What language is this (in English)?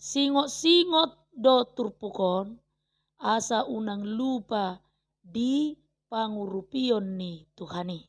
Batak Toba